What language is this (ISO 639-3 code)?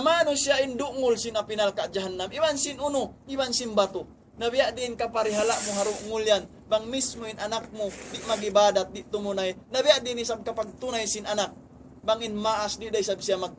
tsg